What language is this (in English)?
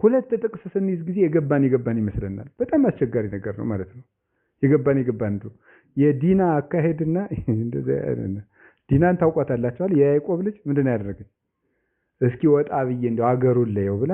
Amharic